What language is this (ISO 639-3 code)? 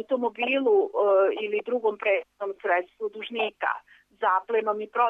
srp